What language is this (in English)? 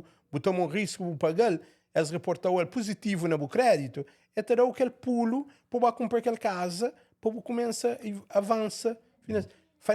Kabuverdianu